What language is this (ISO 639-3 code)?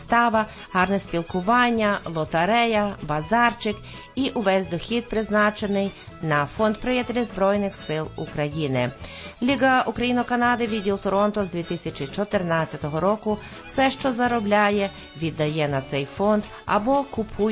ukr